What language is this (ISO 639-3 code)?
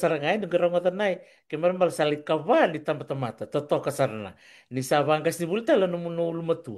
fij